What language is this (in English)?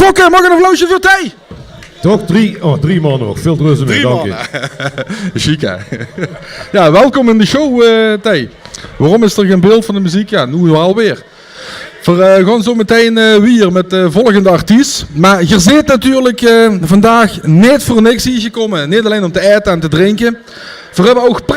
Limburgish